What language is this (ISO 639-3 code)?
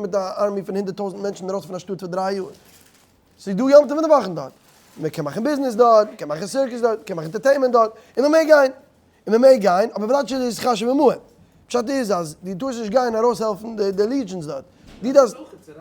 yid